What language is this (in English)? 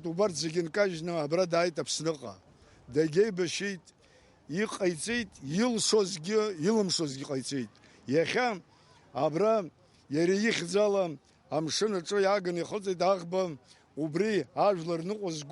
Abkhazian